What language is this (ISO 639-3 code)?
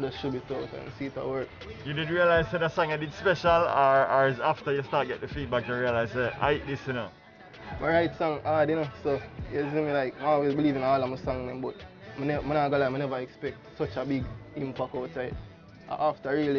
jam